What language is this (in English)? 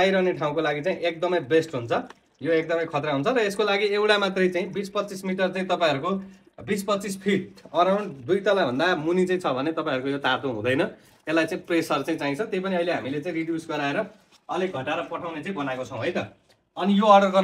Nepali